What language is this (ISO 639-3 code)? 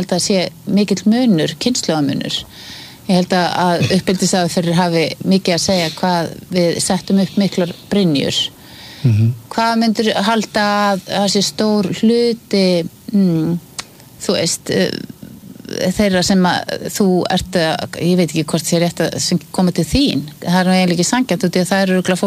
isl